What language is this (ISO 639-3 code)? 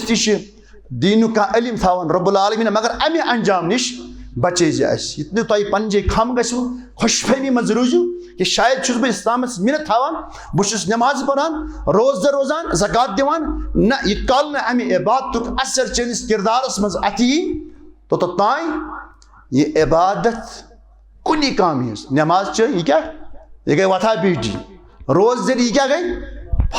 kas